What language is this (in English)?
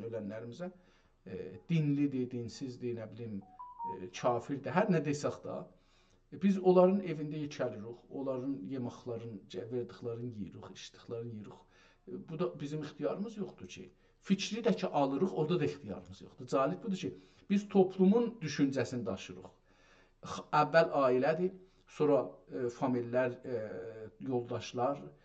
South Azerbaijani